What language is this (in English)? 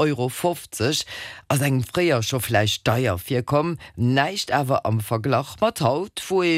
Luxembourgish